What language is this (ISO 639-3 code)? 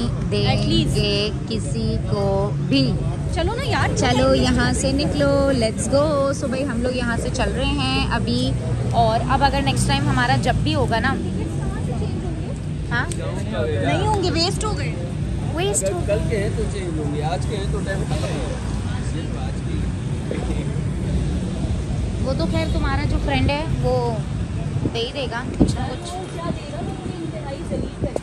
hin